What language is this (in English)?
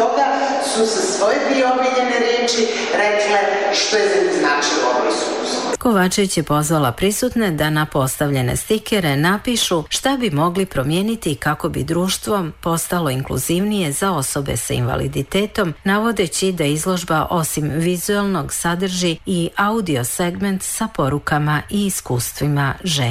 Serbian